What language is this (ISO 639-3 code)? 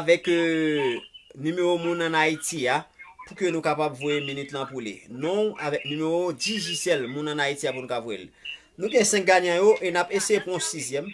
hat